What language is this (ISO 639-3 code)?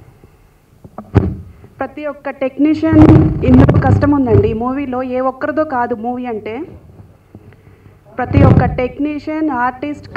tel